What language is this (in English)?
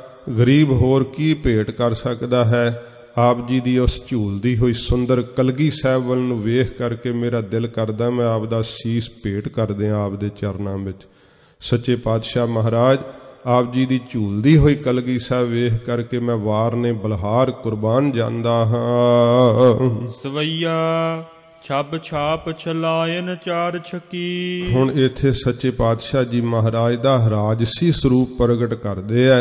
Punjabi